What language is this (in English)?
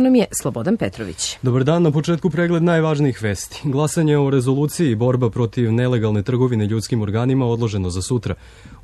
Serbian